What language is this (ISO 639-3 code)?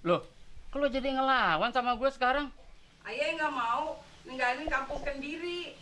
bew